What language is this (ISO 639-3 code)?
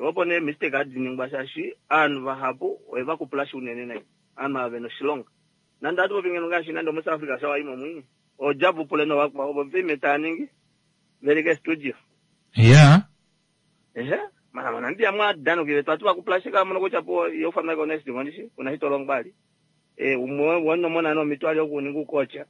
kua